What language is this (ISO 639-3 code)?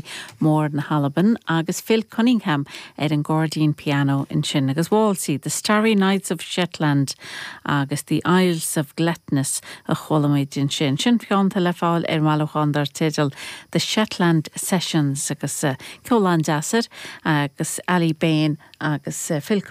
gle